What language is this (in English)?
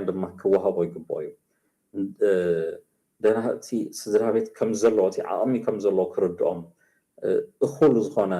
Tigrinya